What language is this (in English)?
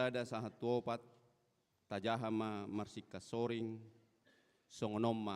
Batak Toba